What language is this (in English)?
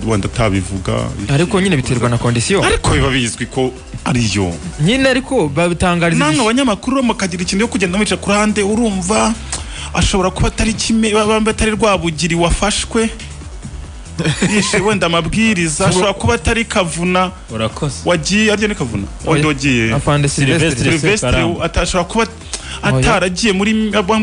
Kinyarwanda